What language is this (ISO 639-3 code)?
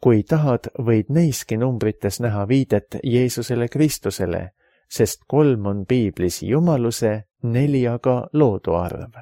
est